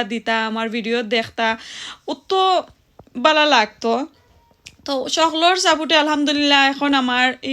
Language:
Sylheti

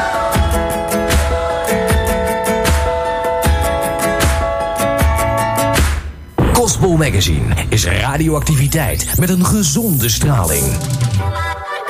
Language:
Dutch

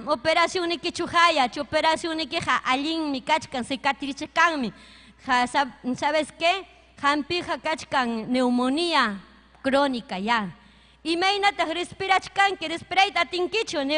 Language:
Ayacucho Quechua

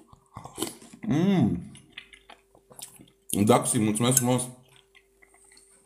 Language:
Romanian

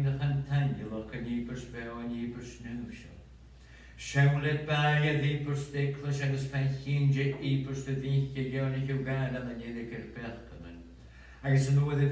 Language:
Scottish Gaelic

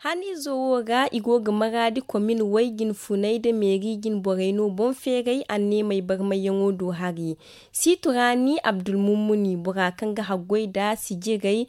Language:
Zarma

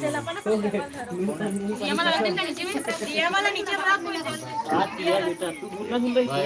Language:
Chhattisgarhi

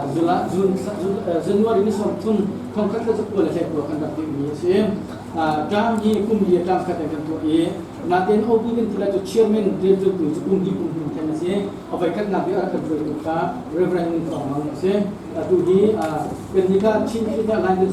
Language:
Hakha Chin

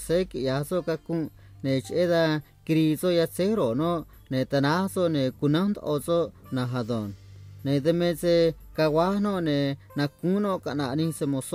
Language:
Copala Triqui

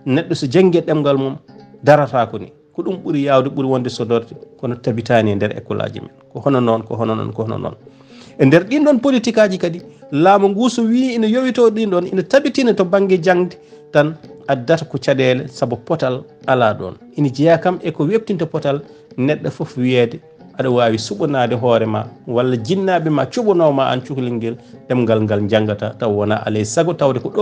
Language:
Fula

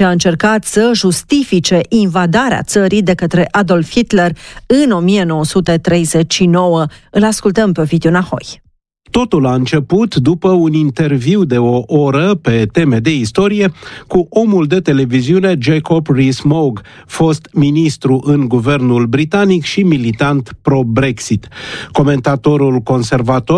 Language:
Romanian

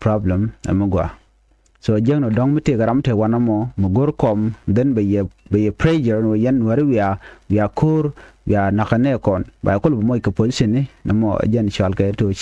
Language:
Nuer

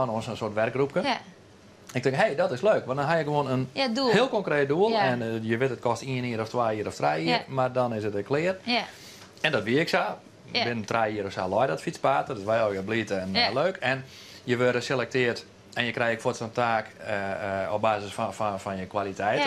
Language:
Western Frisian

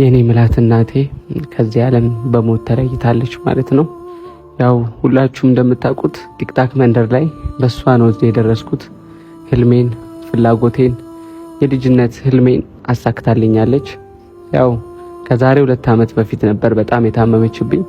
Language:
Amharic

